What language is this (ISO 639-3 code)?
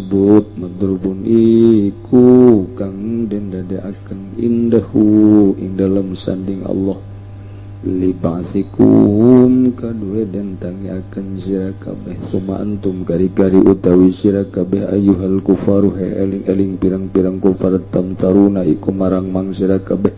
sun